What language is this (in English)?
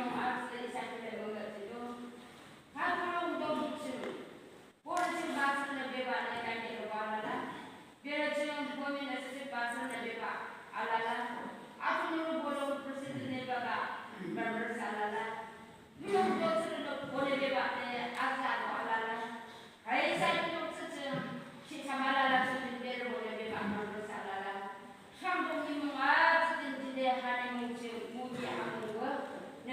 Yimchungru Naga